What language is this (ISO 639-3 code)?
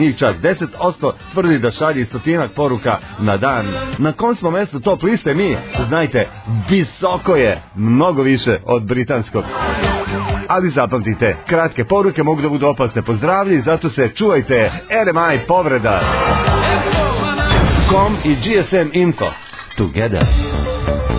srp